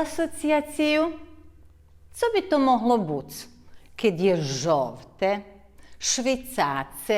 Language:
Rusyn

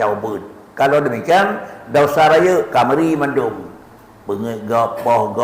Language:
Achinese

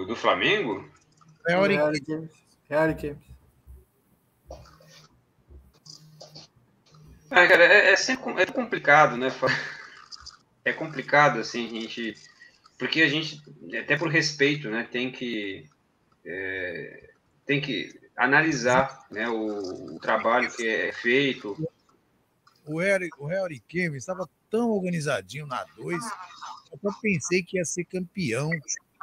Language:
Portuguese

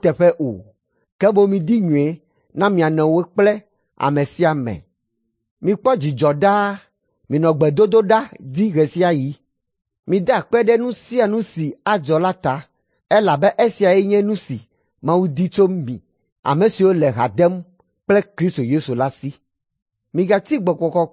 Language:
Ewe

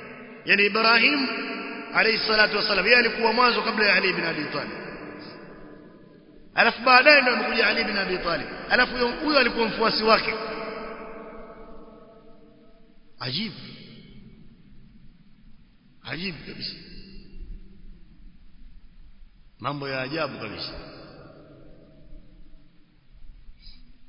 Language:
Swahili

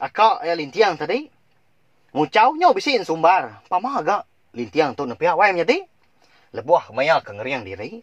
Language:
Iban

